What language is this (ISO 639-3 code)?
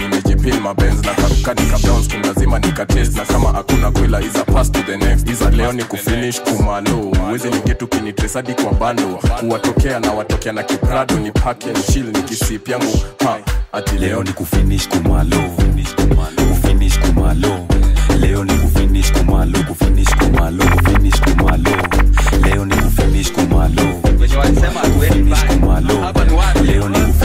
swa